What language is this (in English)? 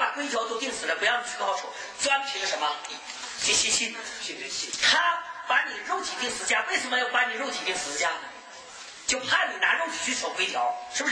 Chinese